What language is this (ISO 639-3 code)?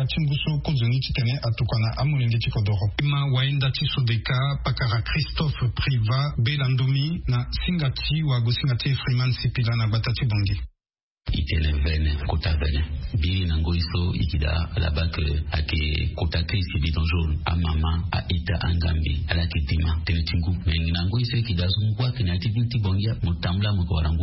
sag